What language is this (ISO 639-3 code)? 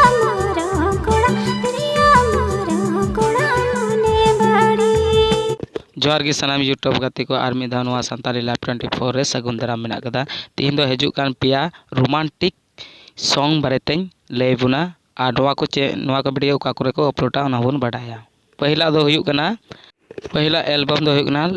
sat